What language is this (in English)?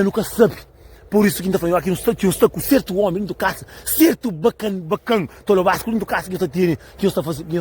Kabuverdianu